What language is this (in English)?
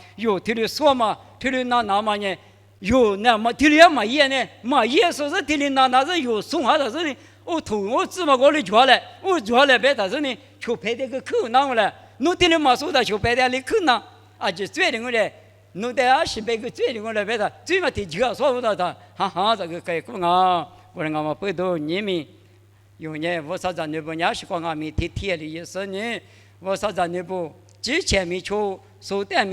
Lisu